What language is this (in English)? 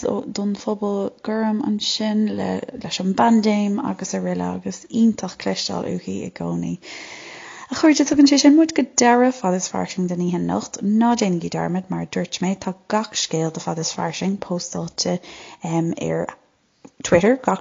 Irish